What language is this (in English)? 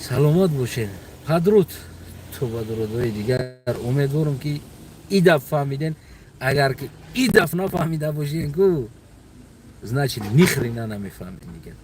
Tajik